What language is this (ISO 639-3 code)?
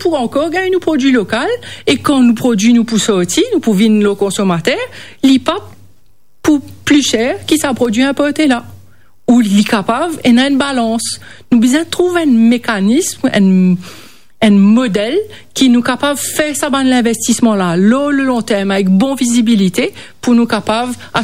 mfe